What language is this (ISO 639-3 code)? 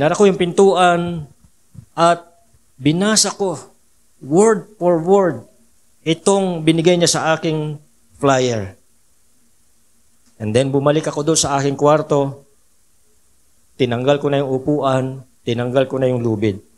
fil